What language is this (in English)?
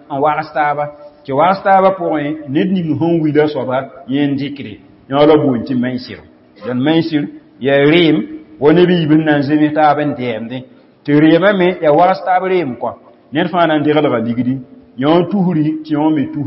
Mossi